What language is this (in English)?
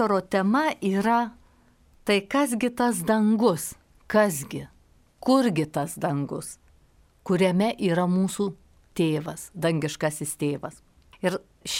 Lithuanian